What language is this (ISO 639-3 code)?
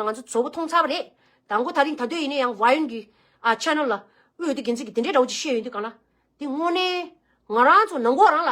bod